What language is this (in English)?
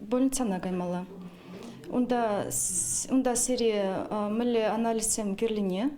Chuvash